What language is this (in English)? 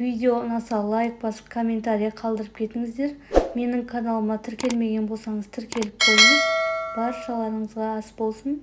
Kazakh